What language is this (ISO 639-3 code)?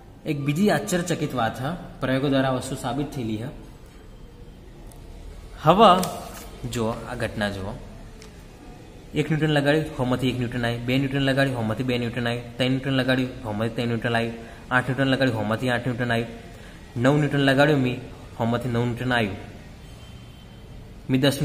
guj